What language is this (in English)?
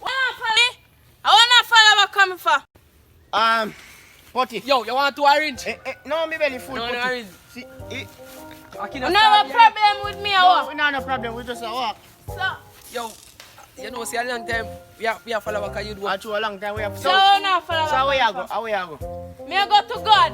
Jamaican Creole English